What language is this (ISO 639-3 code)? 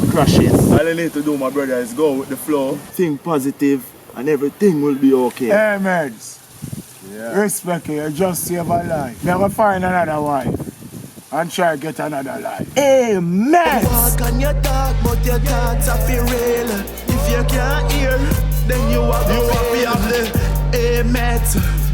jam